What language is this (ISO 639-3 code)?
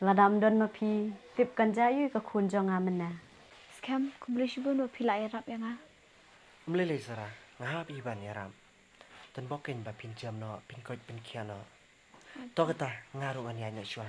kha